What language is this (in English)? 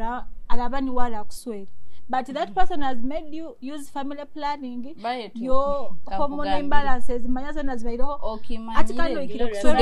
Nyoro